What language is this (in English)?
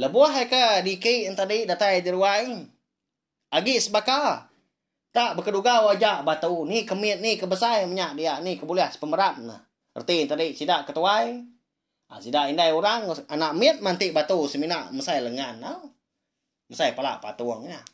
Iban